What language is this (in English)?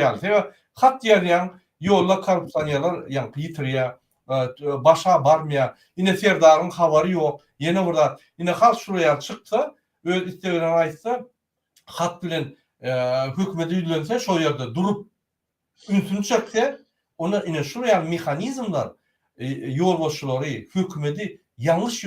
Turkmen